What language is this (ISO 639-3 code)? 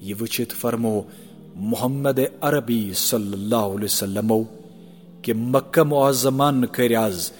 kas